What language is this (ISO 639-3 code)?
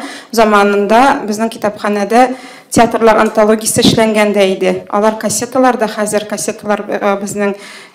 tat